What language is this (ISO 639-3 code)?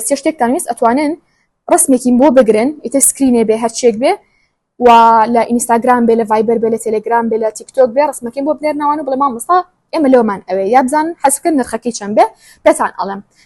ckb